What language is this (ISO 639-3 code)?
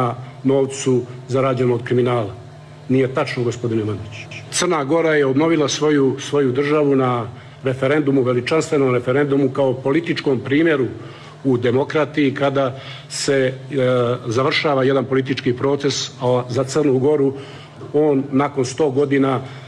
hrv